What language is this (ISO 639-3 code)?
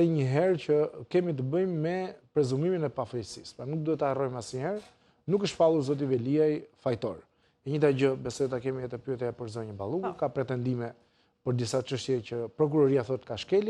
sqi